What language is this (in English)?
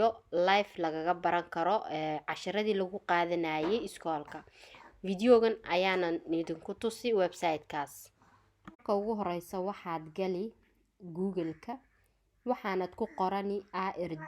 Somali